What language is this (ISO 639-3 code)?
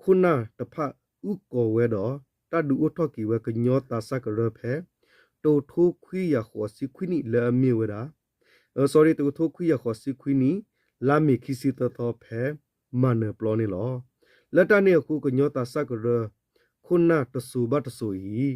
ksw